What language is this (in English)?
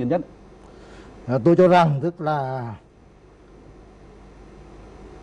Vietnamese